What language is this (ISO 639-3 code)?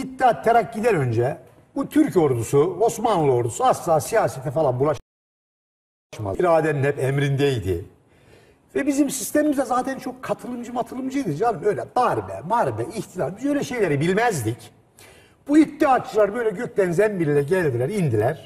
tur